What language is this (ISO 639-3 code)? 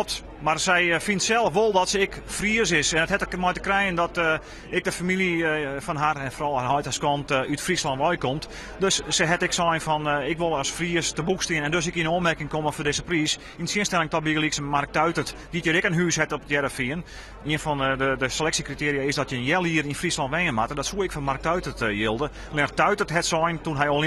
fry